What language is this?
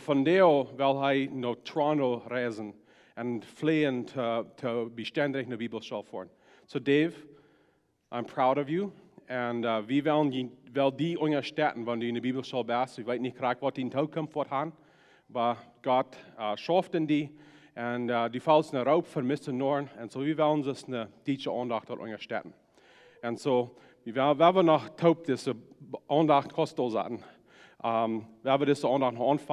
Plautdietsch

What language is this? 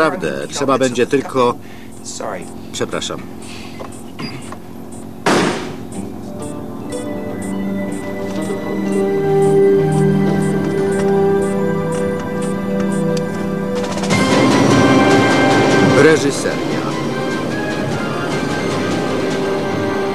Polish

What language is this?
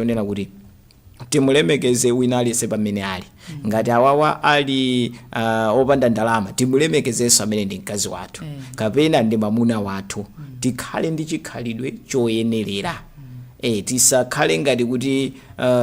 Nyanja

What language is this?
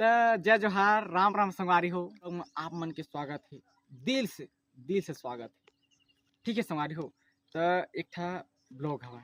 Chhattisgarhi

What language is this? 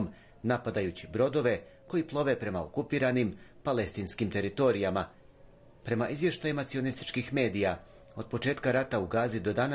Bosnian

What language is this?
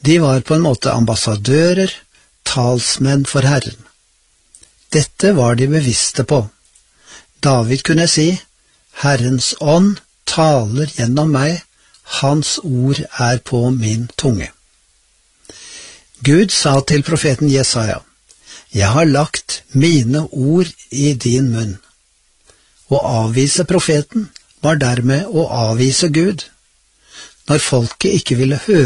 Norwegian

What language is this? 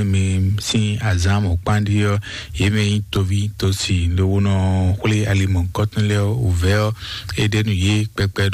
Fon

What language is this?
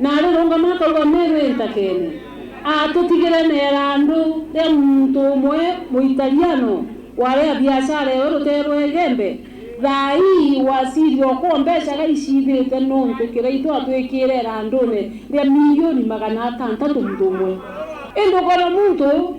Meru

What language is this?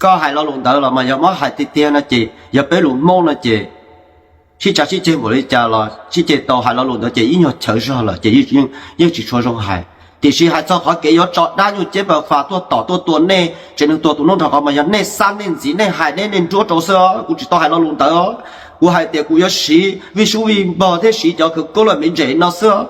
Hmong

